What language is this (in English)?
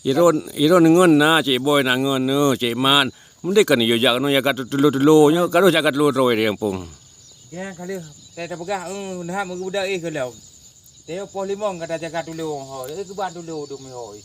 Achinese